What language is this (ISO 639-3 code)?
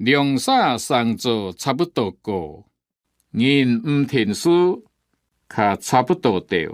hak